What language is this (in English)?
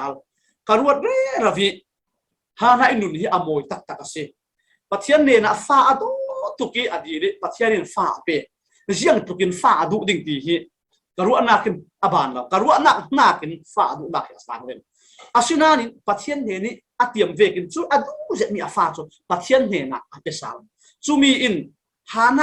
Falam Chin